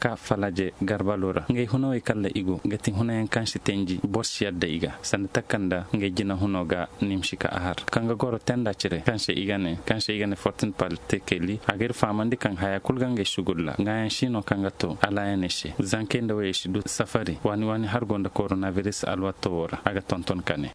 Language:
Koyraboro Senni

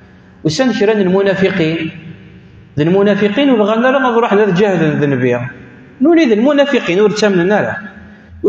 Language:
Kabyle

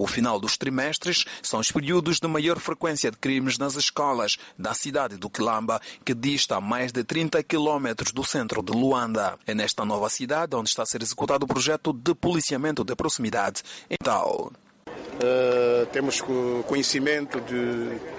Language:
Portuguese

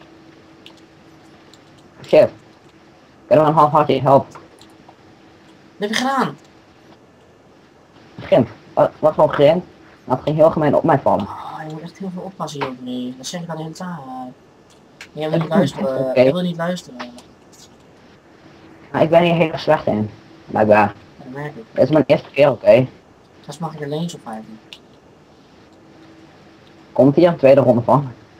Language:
Dutch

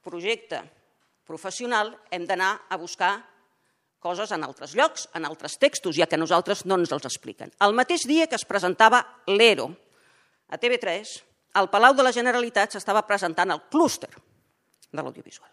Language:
Catalan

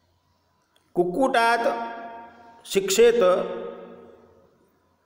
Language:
Gujarati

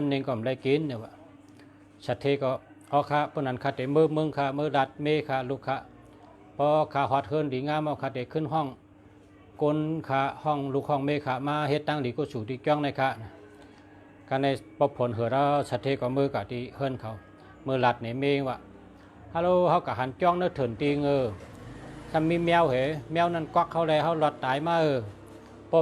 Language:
Shan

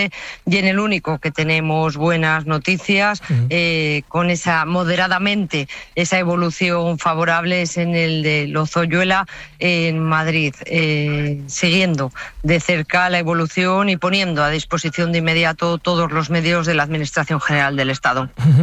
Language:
Spanish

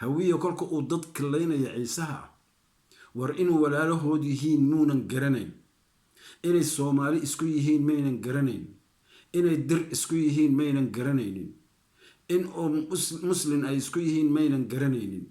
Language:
Somali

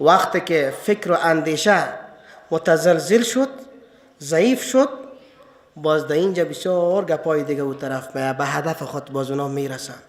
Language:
Persian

